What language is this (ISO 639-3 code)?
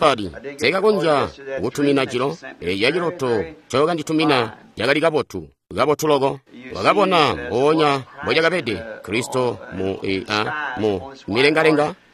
toi